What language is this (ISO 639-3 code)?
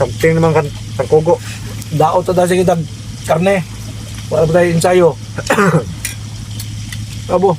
ceb